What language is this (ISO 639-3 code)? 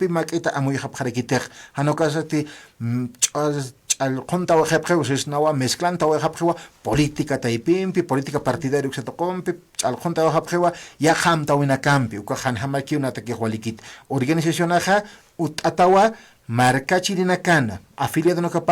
aym